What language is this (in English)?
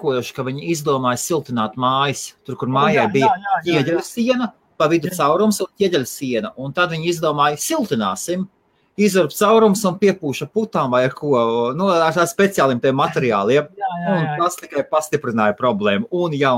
Latvian